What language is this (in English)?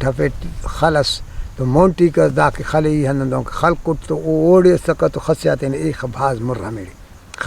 Brahui